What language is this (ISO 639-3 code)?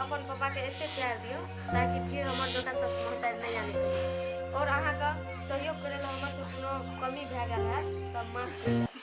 mai